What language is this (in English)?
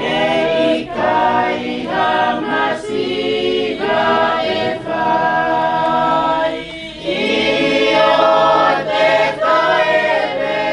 Tongan